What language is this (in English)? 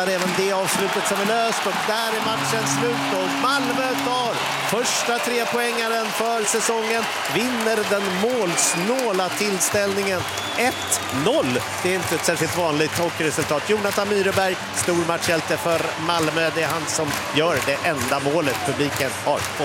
Swedish